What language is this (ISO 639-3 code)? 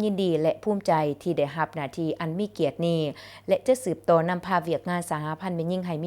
lao